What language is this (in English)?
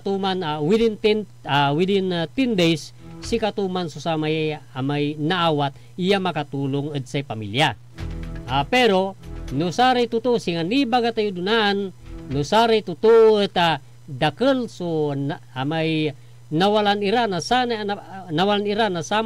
Pangasinan